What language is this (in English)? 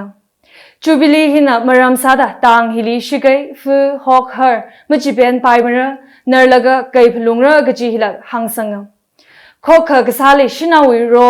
Tangkhul Naga (India)